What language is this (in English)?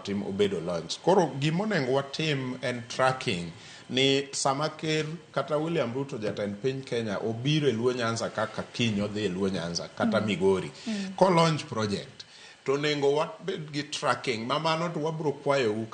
Luo (Kenya and Tanzania)